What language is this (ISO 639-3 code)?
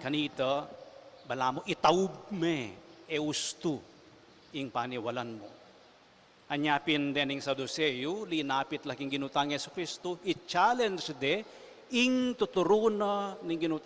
pam